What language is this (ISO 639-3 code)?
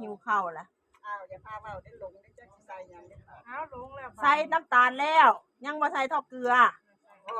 tts